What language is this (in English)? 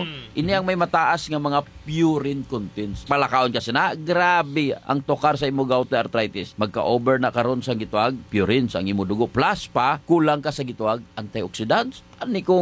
Hiligaynon